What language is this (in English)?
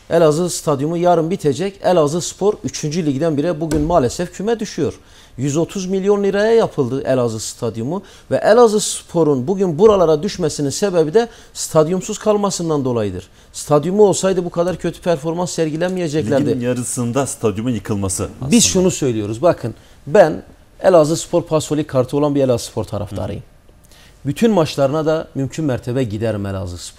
Turkish